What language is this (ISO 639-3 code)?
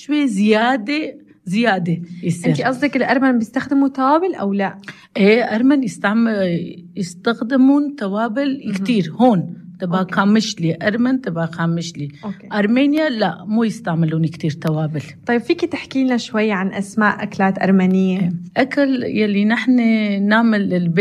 apc